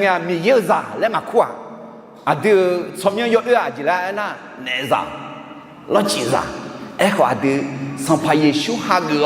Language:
Akha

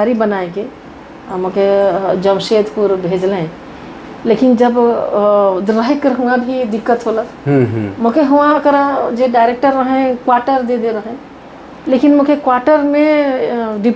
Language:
Sadri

